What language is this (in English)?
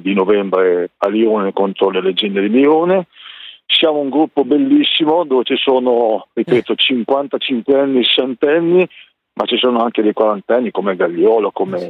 Italian